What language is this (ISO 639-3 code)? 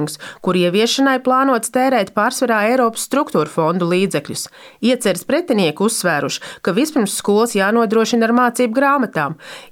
lav